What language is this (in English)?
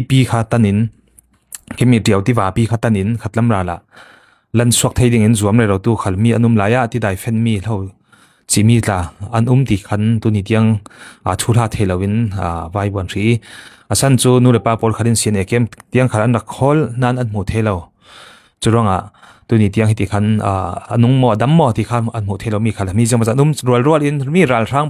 Falam Chin